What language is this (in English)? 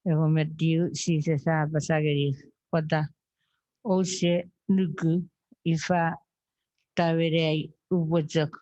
Chuukese